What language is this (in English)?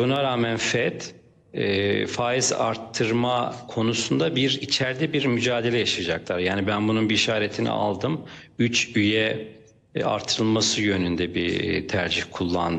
Turkish